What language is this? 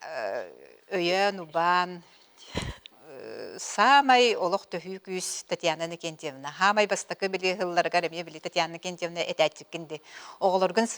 Yakut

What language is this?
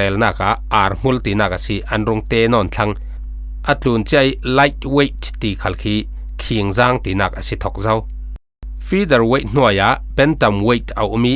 Falam Chin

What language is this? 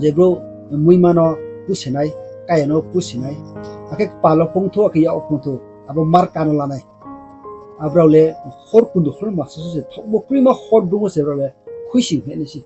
Riang (India)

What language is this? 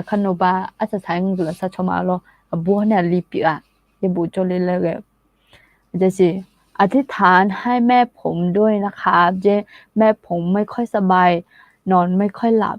Akha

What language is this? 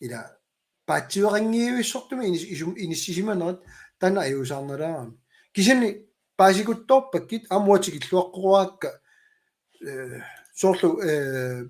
Kalaallisut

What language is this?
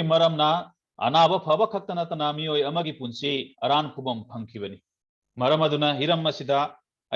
Manipuri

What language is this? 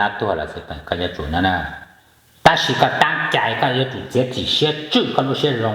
Hmong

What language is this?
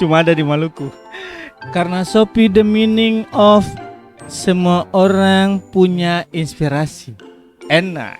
Ambonese Malay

